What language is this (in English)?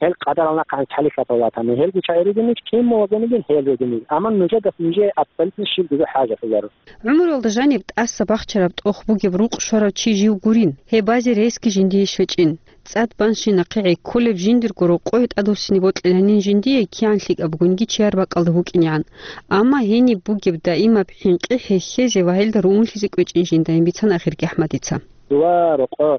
Avaric